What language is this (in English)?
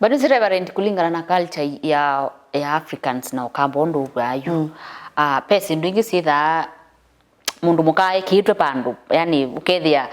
Kamba